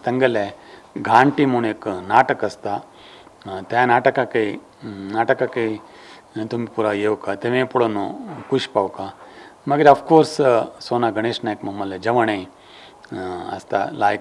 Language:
Konkani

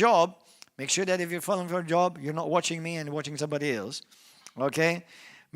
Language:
English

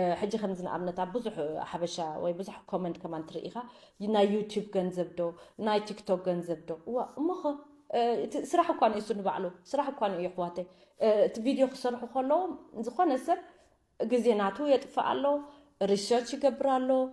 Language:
Tigrinya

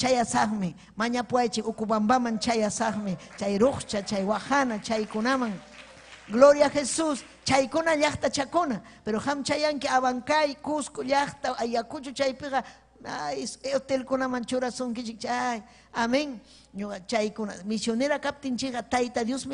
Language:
Ayacucho Quechua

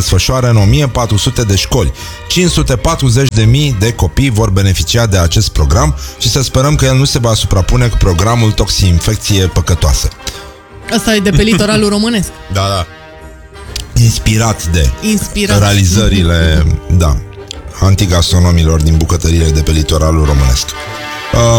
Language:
Romanian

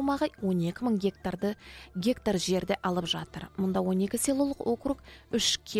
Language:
Kazakh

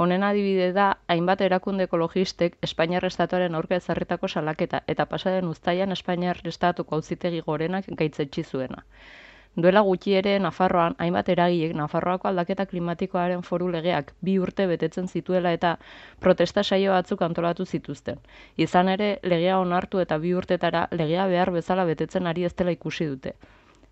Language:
Basque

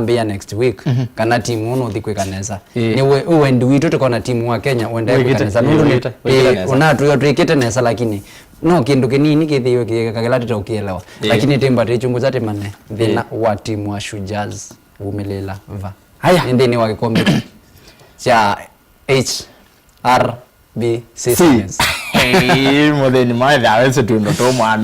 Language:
Kamba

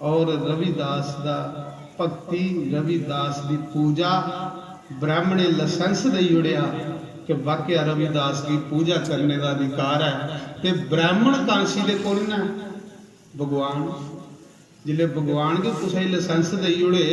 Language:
Dogri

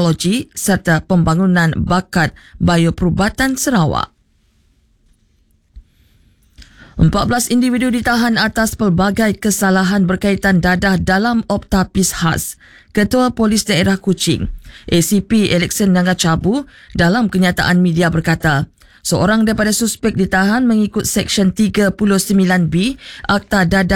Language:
Malay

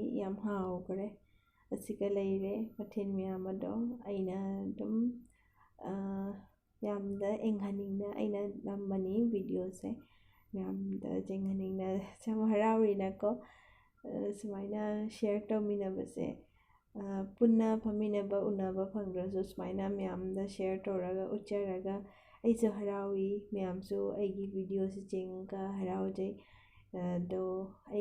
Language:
Manipuri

